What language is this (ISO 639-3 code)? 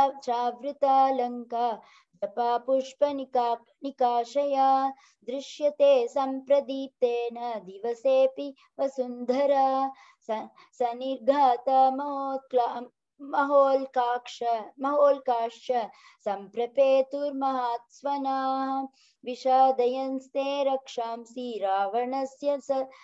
san